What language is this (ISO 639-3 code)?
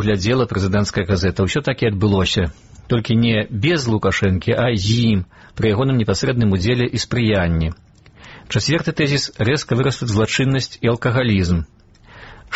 bel